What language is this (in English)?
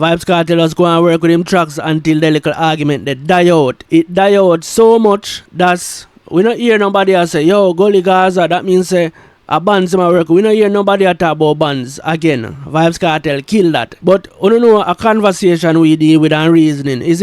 Jamaican Creole English